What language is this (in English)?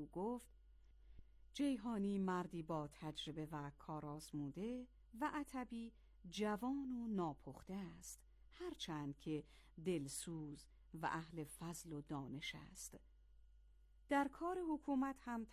Persian